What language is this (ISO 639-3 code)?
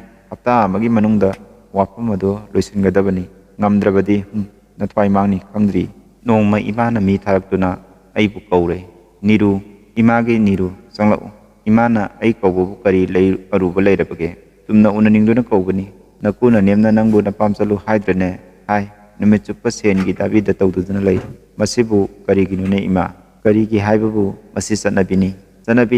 mni